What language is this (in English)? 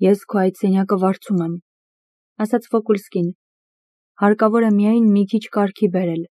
Armenian